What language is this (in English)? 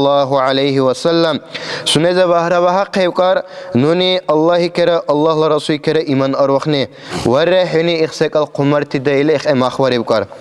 Dargwa